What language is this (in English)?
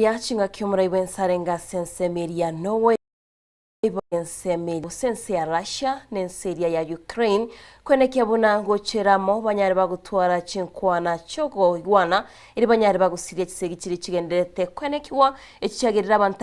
Gusii